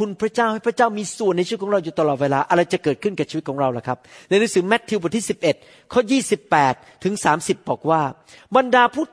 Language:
Thai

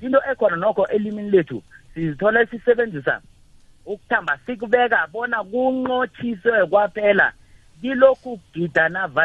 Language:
South Ndebele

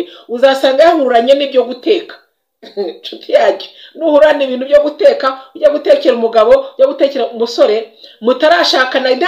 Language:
Kinyarwanda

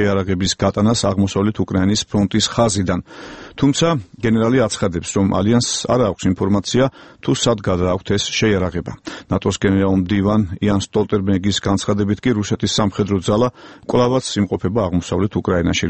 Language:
Georgian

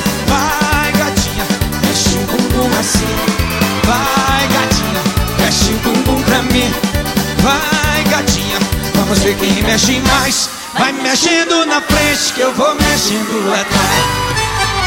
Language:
Portuguese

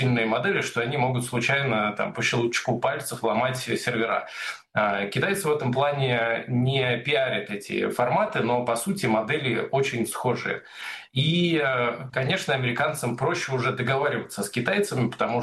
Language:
Russian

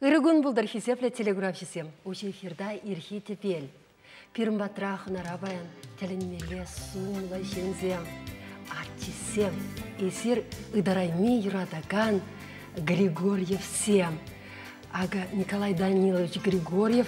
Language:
Chuvash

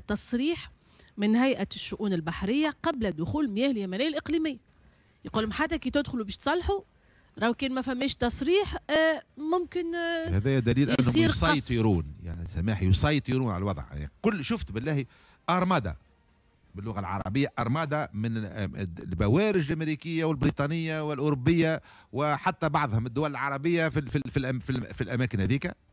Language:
Tunisian Arabic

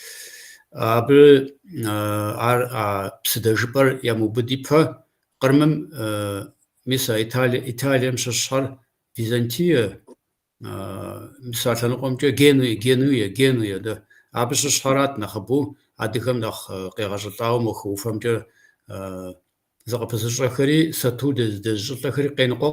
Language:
Kabardian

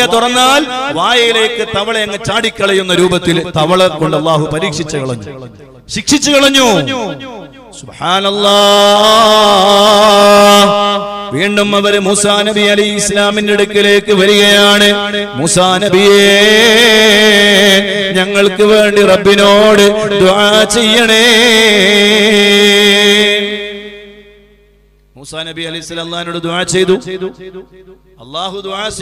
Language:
Malayalam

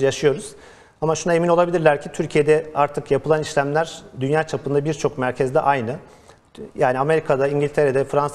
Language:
Turkish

